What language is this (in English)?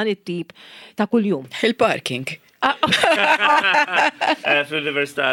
Maltese